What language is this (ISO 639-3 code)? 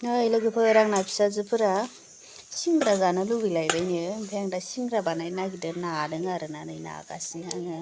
brx